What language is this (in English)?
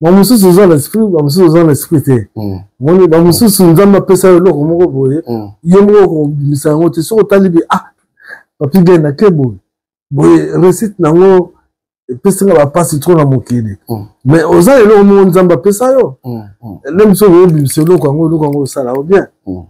Lingala